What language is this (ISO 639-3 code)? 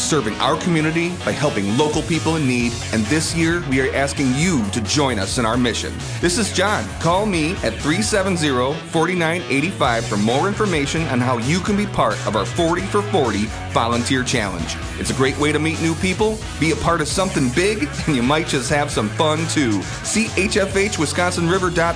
eng